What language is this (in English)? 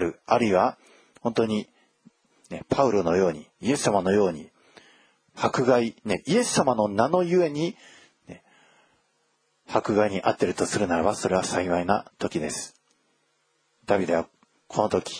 Japanese